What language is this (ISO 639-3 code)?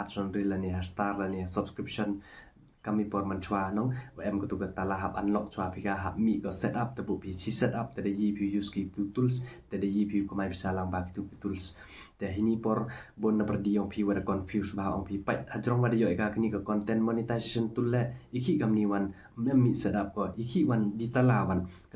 kha